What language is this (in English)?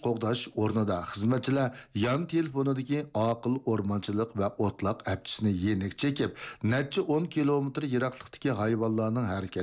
Uyghur